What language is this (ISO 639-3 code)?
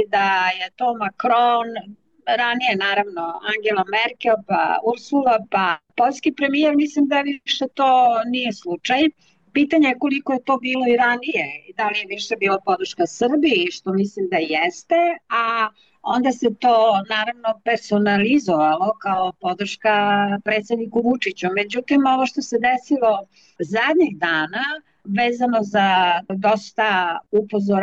srp